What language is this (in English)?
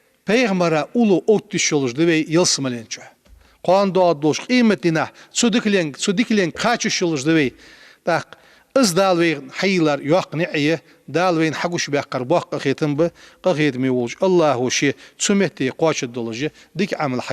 Ingush